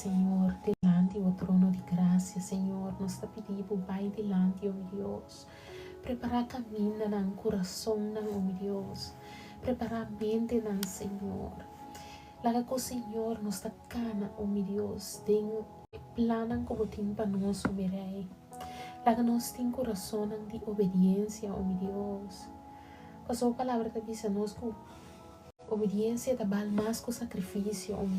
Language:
Papiamento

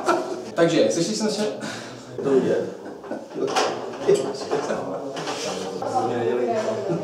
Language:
Czech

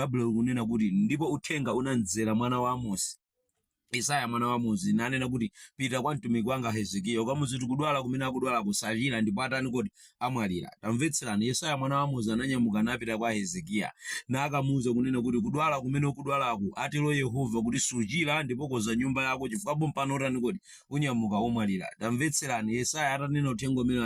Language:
Nyanja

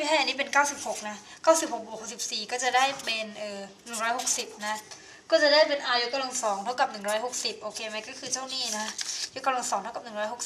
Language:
Thai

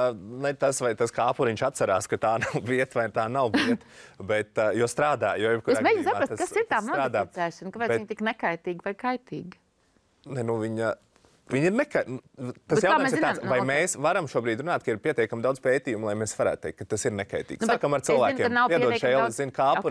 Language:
Latvian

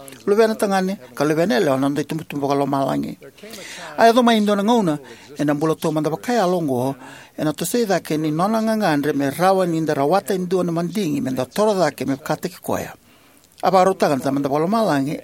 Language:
Fijian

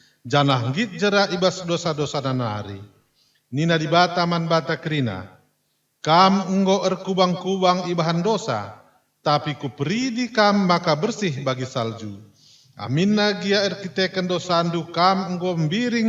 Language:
Batak Karo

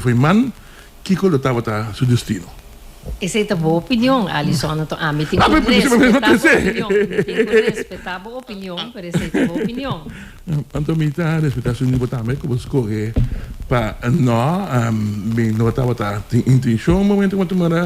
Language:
Papiamento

